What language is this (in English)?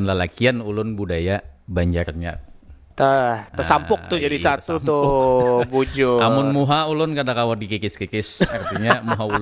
Banjar